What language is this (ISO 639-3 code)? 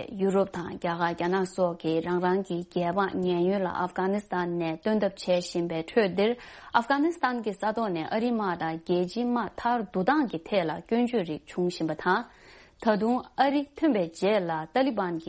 bod